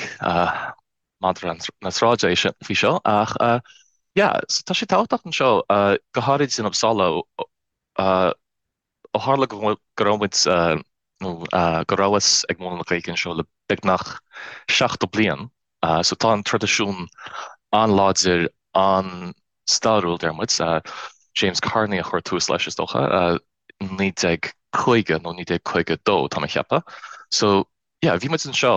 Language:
Irish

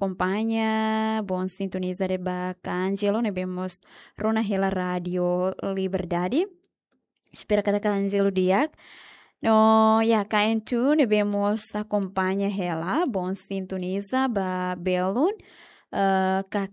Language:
Tetum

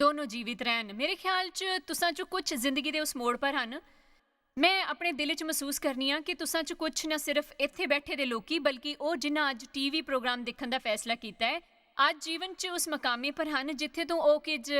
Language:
Dogri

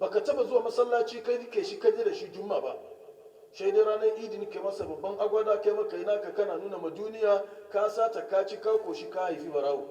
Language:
Hausa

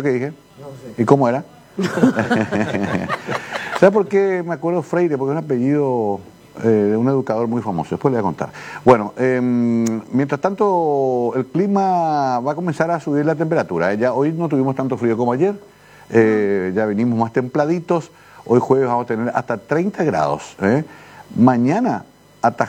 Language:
Spanish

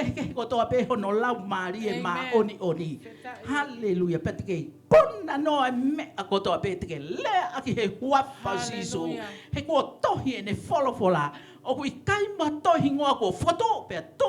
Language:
Tongan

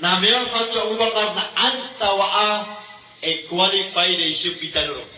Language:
Maranao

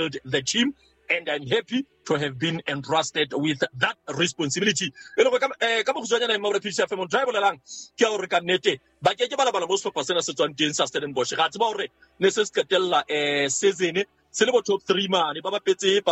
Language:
Southern Sotho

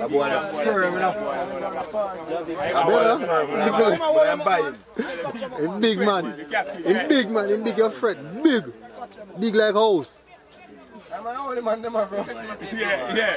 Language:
Jamaican Creole English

